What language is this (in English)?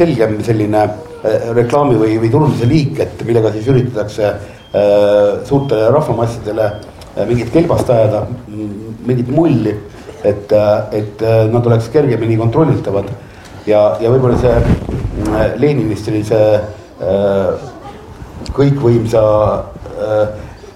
Estonian